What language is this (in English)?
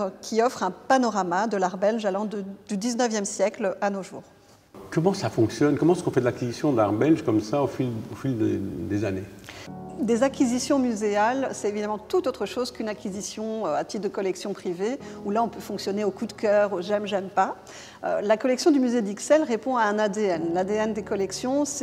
French